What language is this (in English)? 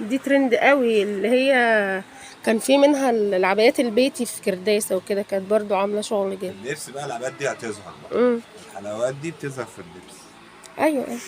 Egyptian Arabic